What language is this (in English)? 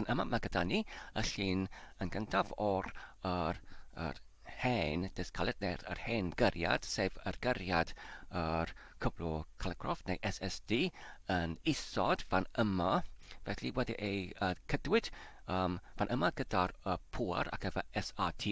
Welsh